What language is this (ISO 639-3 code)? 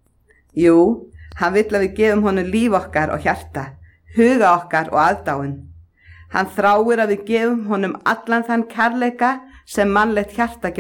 isl